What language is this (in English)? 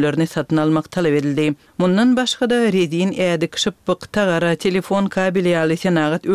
Turkmen